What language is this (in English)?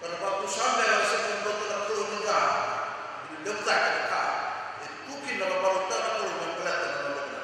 Fijian